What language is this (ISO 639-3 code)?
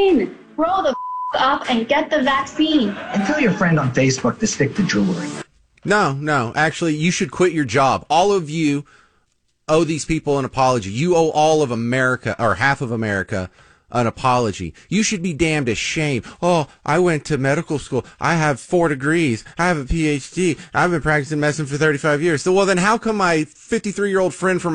eng